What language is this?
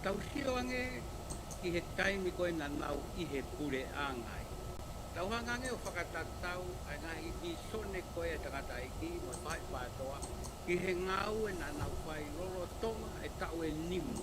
Tongan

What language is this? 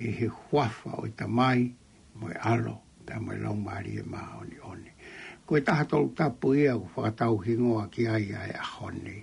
Tongan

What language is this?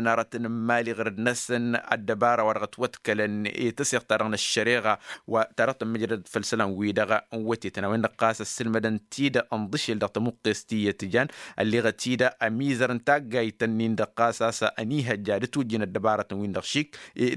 Tamasheq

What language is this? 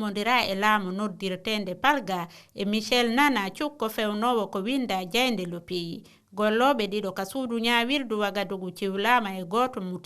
Fula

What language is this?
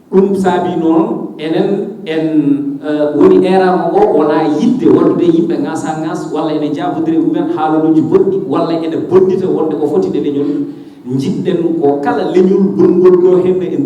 Fula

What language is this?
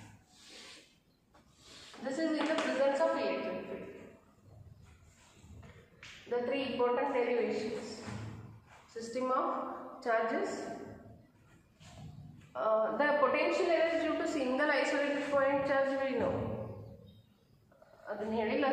English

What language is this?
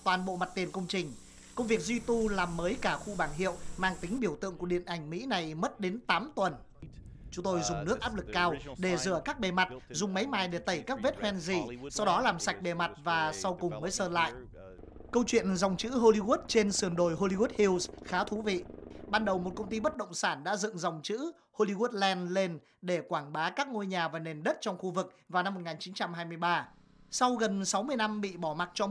Vietnamese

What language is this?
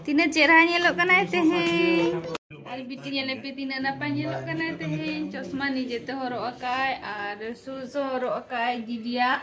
Santali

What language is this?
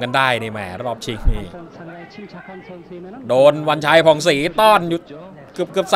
Thai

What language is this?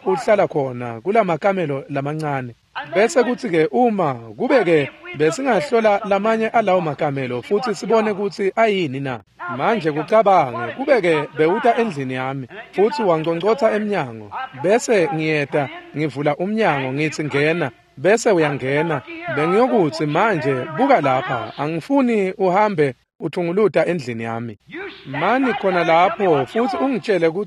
Swati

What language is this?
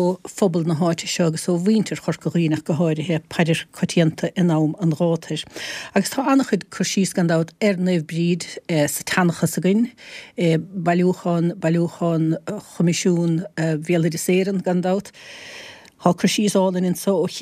Irish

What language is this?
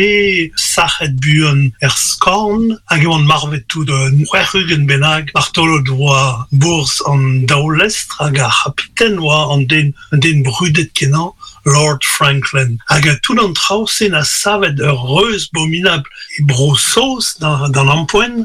Breton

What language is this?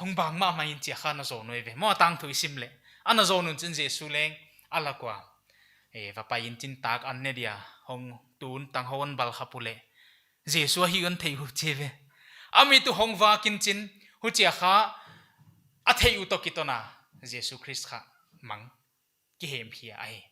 Paite Chin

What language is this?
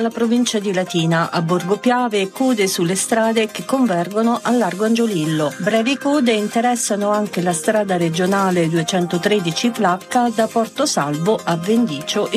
Italian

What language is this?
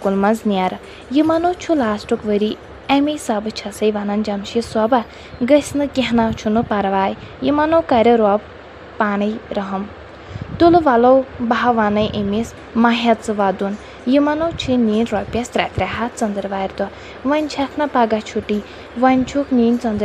Kashmiri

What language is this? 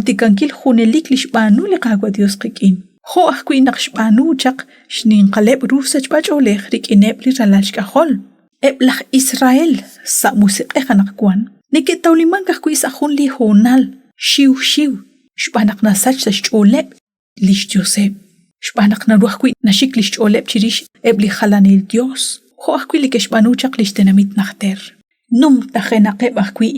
Kekchí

